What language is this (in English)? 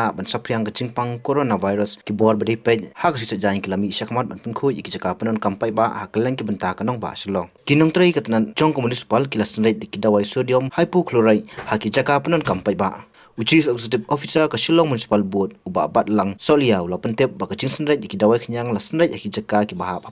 Khasi